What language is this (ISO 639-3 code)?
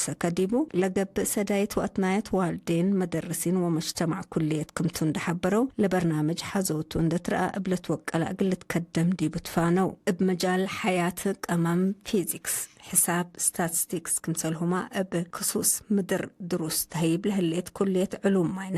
tig